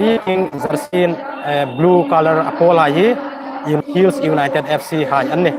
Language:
Hmar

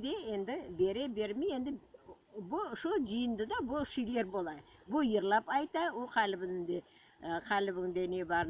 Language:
Crimean Tatar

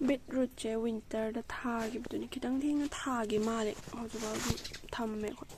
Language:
Manipuri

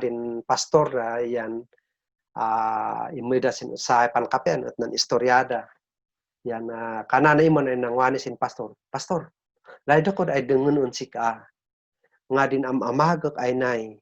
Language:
Kankanaey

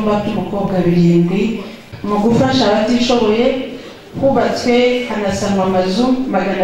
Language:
Kinyarwanda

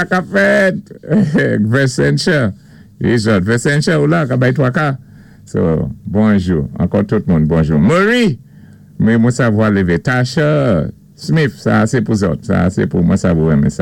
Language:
Saint Lucian Creole French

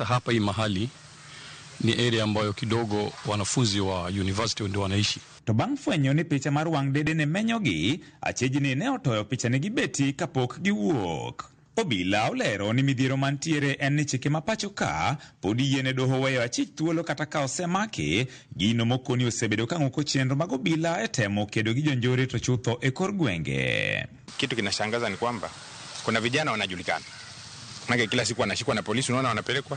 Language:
Luo (Kenya and Tanzania)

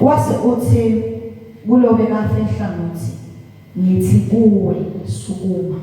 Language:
Zulu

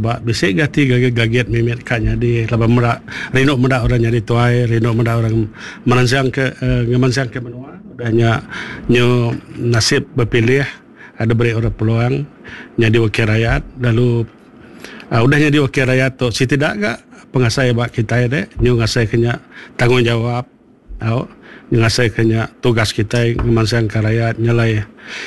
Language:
Iban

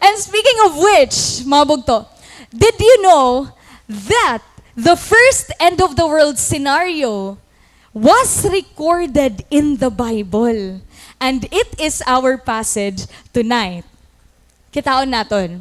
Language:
Waray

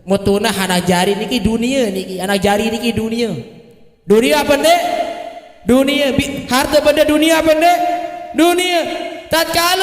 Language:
Sasak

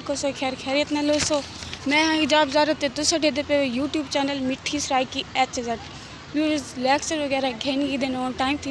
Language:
Saraiki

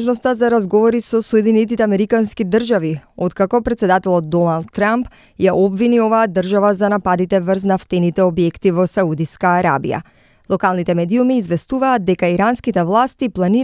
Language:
Macedonian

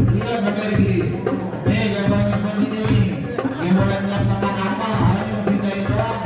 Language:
Betawi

